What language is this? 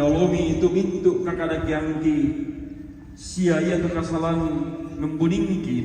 Toraja-Sa'dan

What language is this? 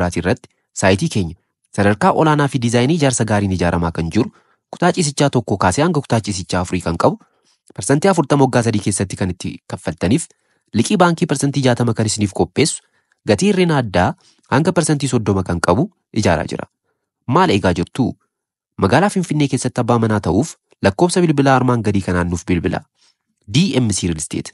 Oromo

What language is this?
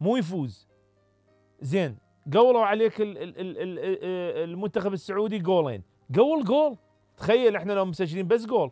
Mesopotamian Arabic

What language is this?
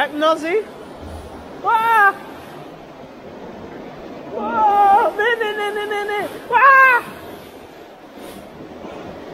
Dutch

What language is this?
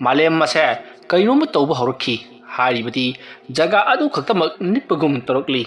Manipuri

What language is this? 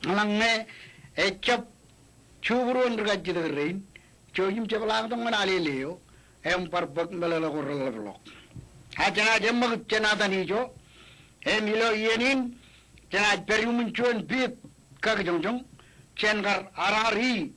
Marshallese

